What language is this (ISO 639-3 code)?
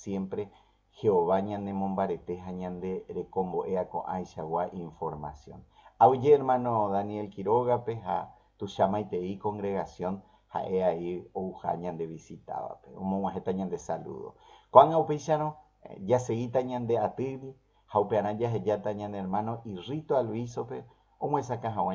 grn